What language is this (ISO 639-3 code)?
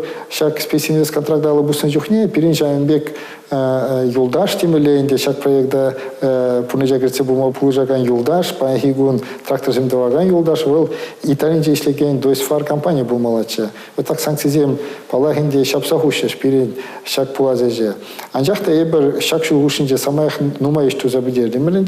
chv